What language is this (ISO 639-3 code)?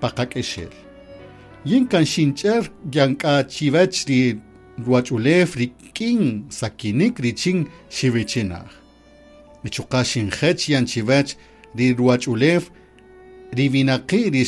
cak